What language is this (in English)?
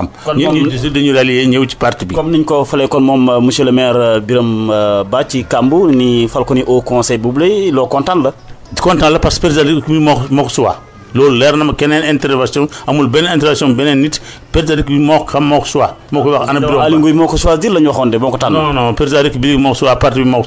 Wolof